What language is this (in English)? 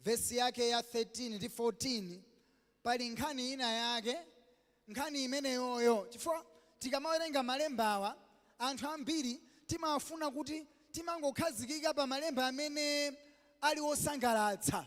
Nyanja